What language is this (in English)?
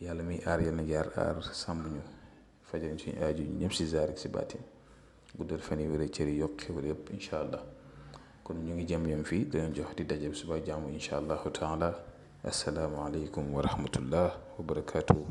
Wolof